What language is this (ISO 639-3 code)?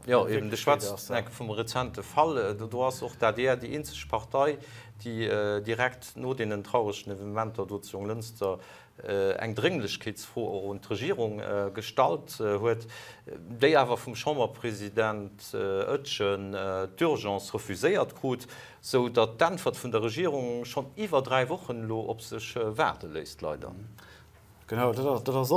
ltz